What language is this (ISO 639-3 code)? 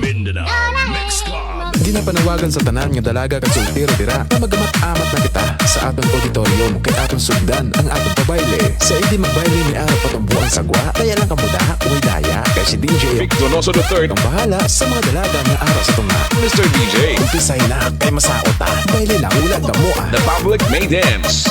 hil